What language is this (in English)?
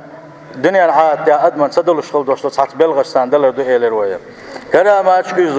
Chechen